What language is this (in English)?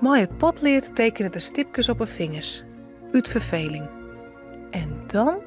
Western Frisian